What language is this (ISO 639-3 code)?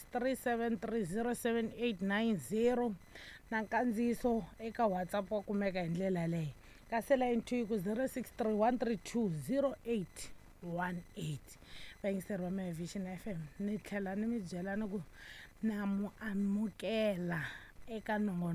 tso